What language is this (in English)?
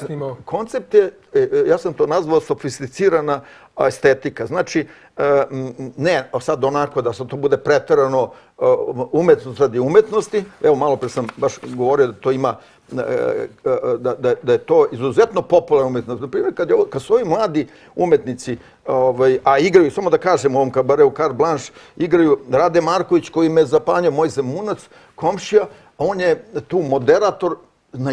Serbian